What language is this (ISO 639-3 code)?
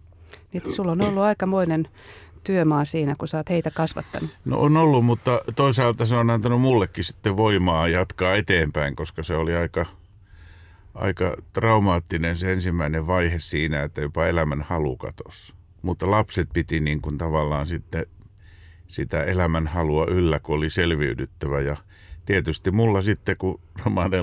fin